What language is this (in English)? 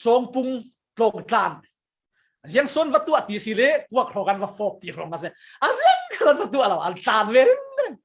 Falam Chin